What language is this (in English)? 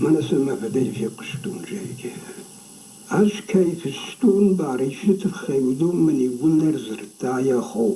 Ossetic